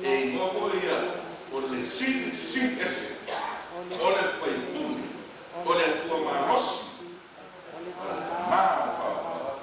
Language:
Samoan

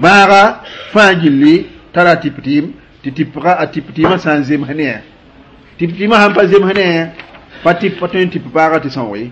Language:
Mossi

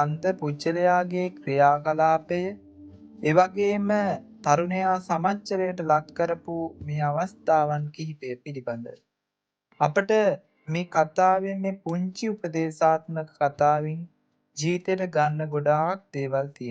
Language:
Sinhala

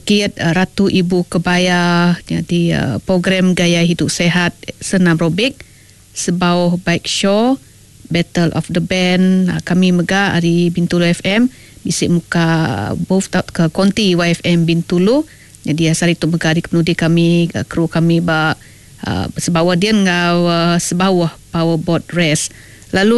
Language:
Iban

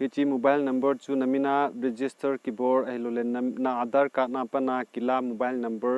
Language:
Thado Chin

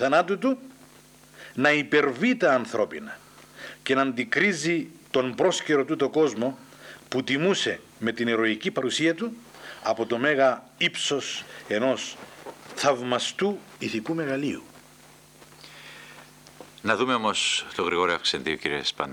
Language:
Greek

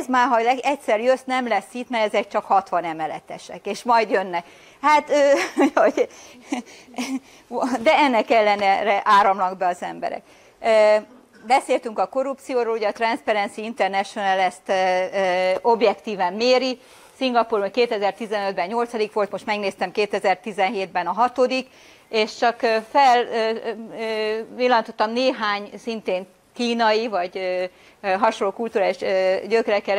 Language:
Hungarian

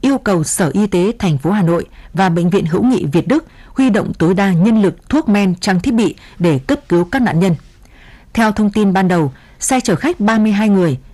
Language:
Vietnamese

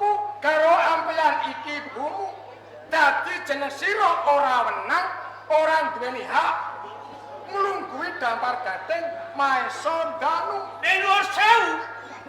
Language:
Javanese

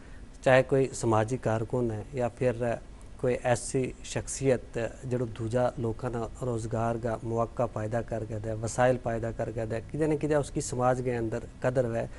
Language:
Gujari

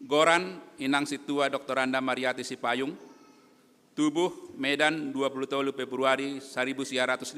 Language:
Batak Simalungun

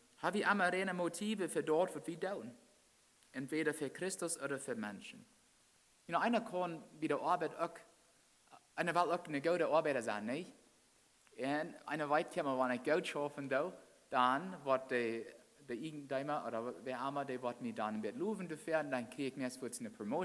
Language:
Plautdietsch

